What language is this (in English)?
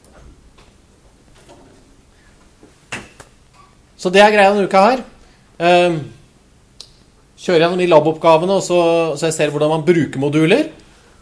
Norwegian